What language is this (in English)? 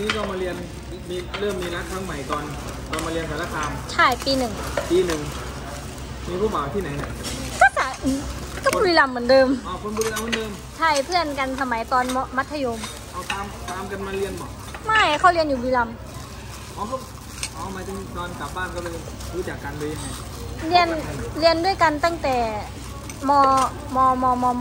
Thai